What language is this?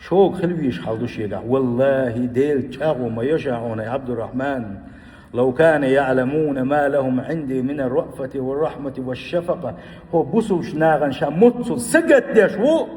Chechen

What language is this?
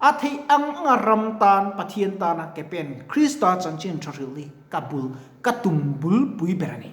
Mizo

